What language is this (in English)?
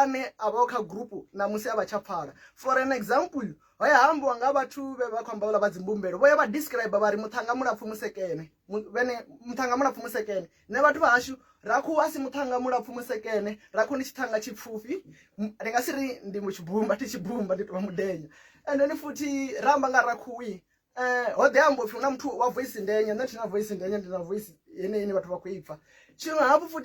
Venda